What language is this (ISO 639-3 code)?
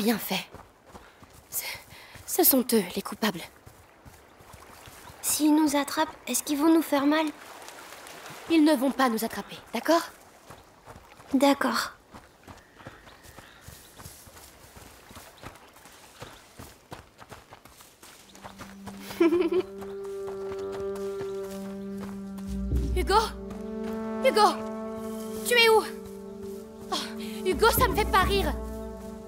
fra